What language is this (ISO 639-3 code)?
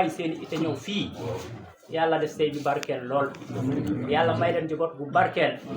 wol